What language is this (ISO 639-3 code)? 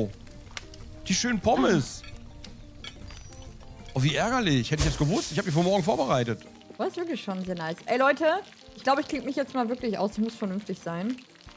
deu